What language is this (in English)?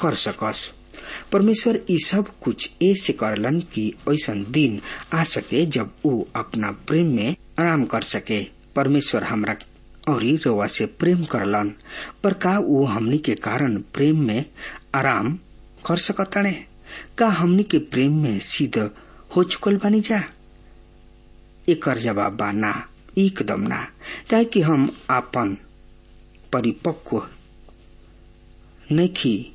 Bhojpuri